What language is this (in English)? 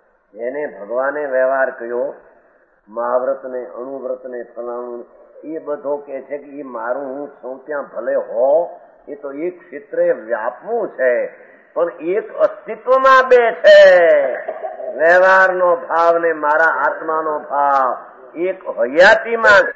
Gujarati